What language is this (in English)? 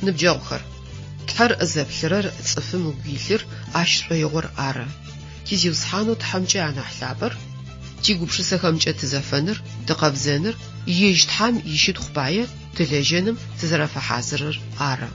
Adyghe